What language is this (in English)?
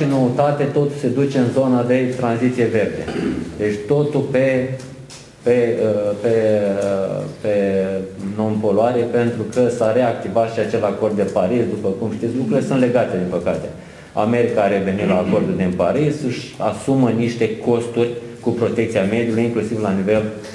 Romanian